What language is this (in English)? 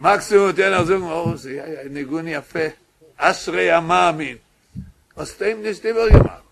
Yiddish